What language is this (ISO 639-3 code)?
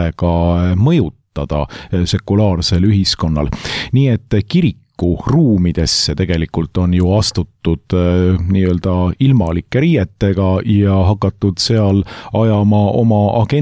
est